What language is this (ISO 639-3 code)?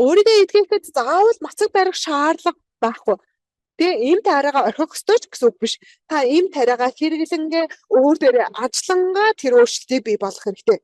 mon